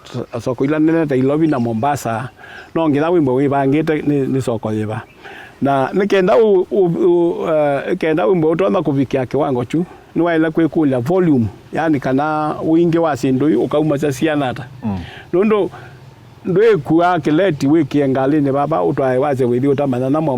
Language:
Kamba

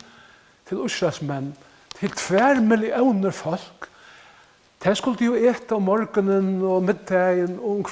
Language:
Faroese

